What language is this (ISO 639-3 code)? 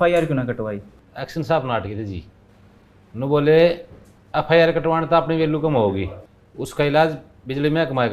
bgc